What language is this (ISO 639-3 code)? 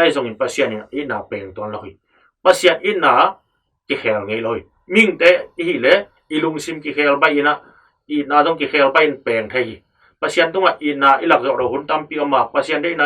ctd